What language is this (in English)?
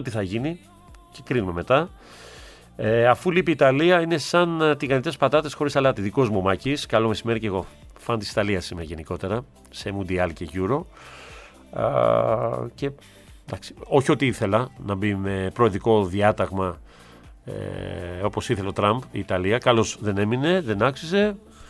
Greek